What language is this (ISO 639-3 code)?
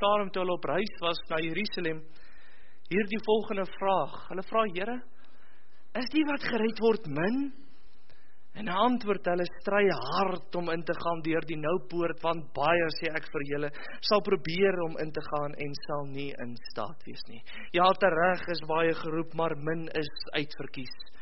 afr